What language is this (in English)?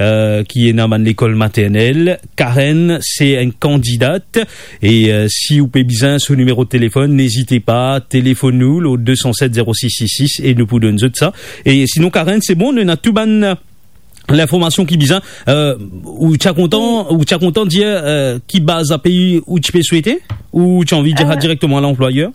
Morisyen